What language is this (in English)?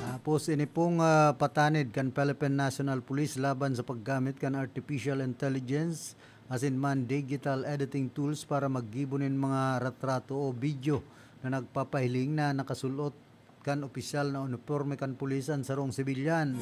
Bikol